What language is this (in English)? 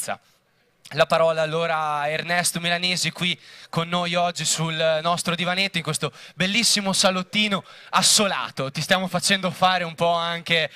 Italian